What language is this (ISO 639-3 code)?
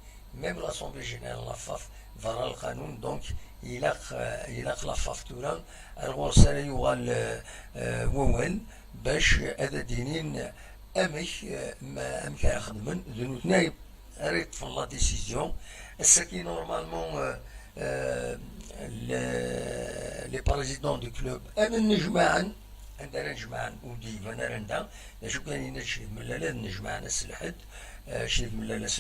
kab